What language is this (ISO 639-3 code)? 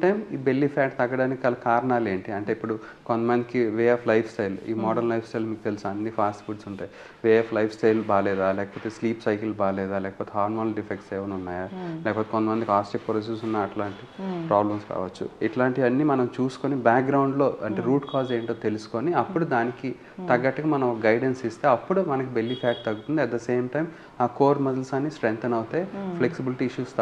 tel